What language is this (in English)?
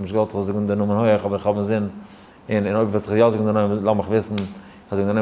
Yiddish